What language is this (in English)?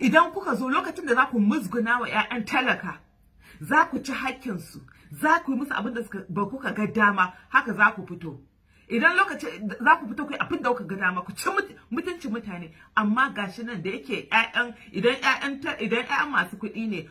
Hausa